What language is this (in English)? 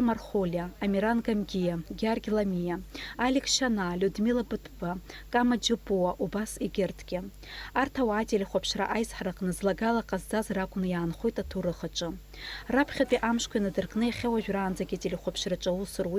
Abkhazian